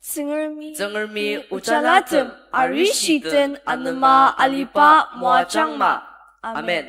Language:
Ao Naga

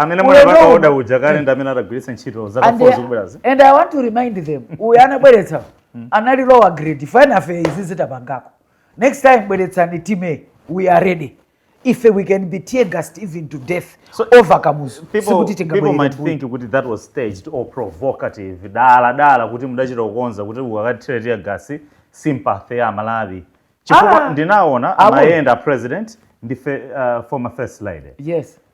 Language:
Nyanja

